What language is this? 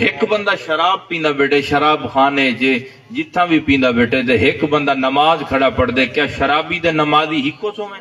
Saraiki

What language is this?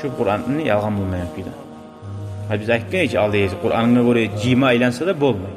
Kumyk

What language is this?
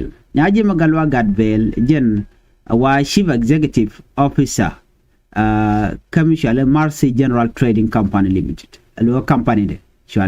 Nuer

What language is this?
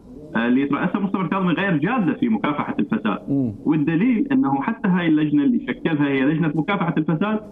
Mesopotamian Arabic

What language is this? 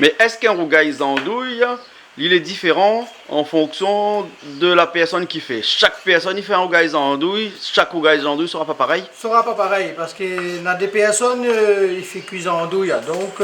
Réunion Creole French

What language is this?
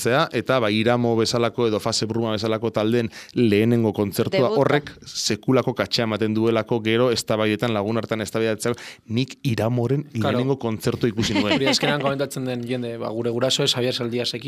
Basque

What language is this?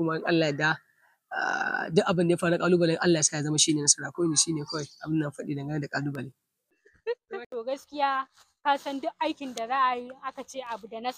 Hausa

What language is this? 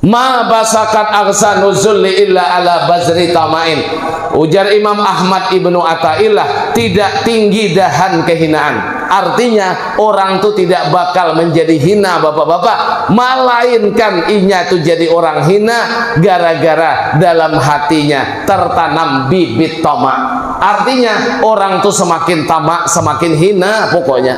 Banjar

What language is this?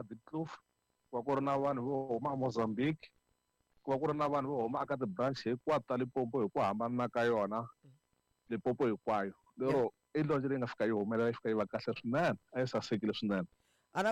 Tsonga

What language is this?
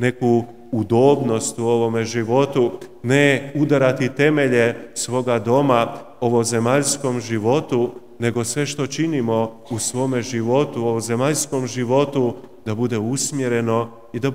Croatian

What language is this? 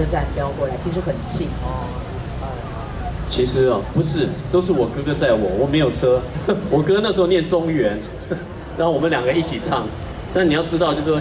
Chinese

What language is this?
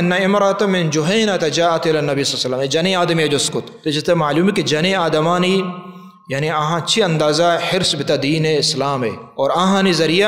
Baluchi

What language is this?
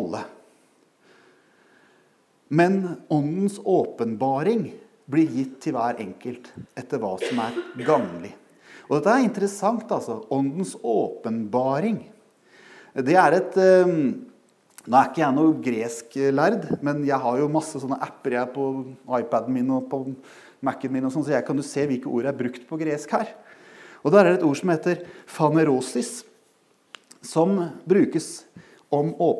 Norwegian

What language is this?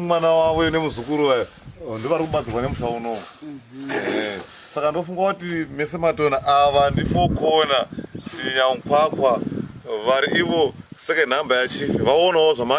Shona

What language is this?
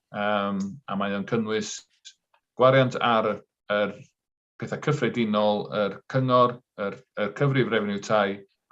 Welsh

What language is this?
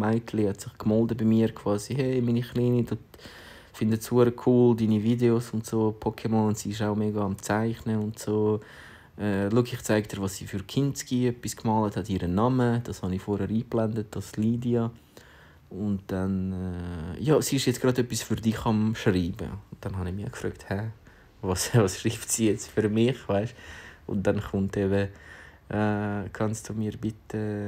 Swiss German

